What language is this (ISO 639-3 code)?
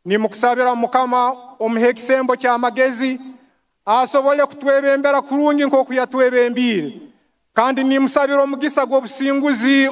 nyn